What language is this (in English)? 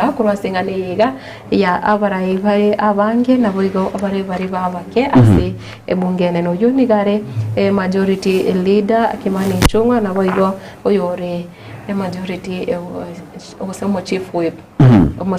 Gusii